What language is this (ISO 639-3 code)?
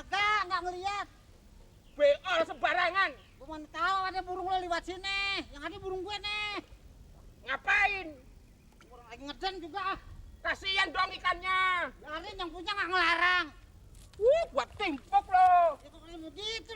bew